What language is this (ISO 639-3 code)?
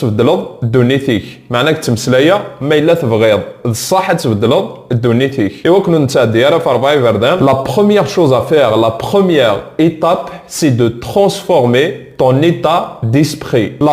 kab